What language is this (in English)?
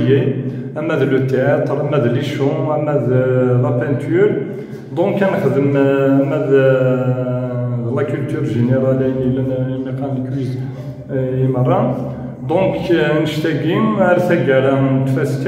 Kabyle